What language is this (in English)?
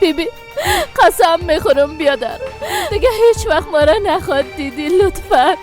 Persian